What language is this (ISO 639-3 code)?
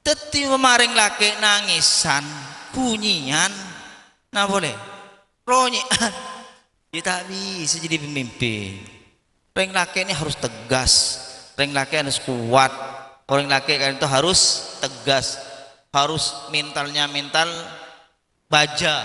mad